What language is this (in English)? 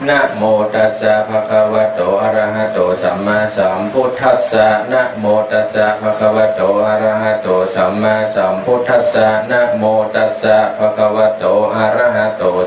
Pali